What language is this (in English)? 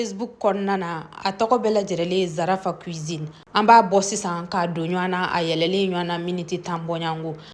Bambara